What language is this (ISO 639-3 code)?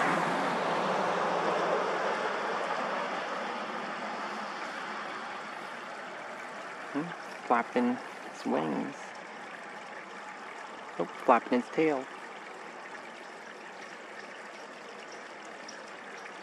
eng